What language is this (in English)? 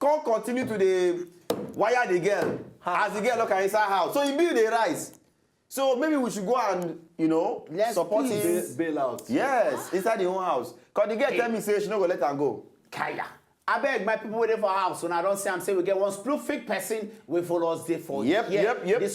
Nigerian Pidgin